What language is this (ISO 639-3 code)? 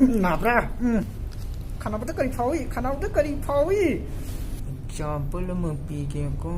mni